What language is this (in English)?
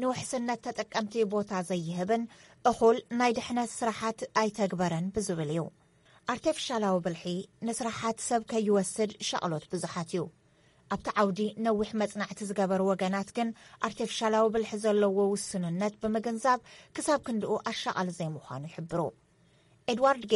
Tigrinya